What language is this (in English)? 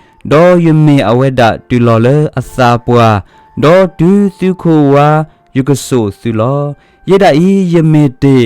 S'gaw Karen